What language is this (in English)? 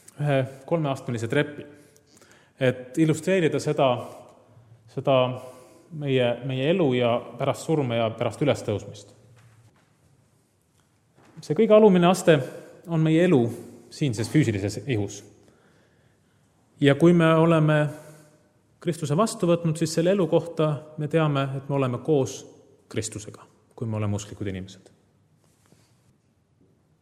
Estonian